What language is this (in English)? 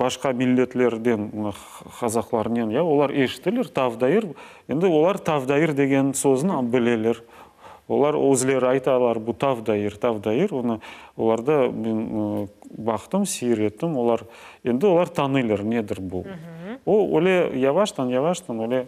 Crimean Tatar